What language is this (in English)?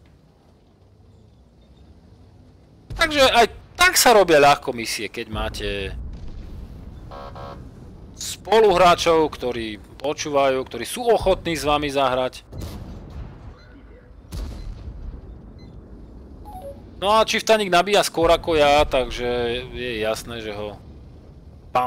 Slovak